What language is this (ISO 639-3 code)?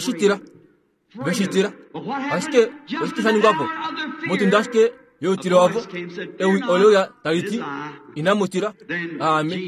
kua